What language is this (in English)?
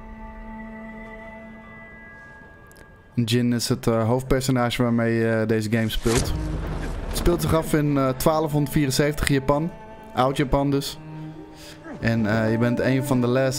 Dutch